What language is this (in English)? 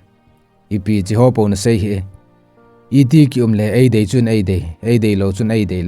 Thado Chin